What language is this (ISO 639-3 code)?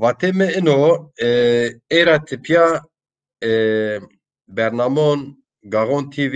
zza